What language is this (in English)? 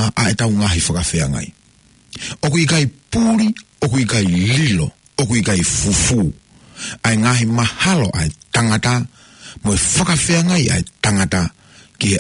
Tongan